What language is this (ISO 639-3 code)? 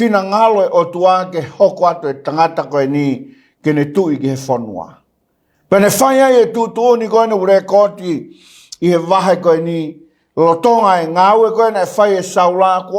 ton